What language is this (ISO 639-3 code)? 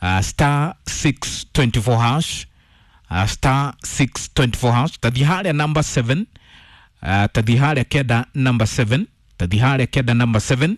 kik